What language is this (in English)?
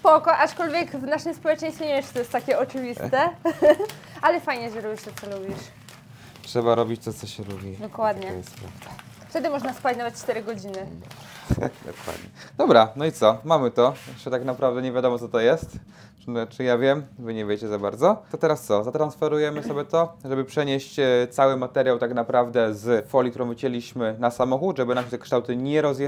Polish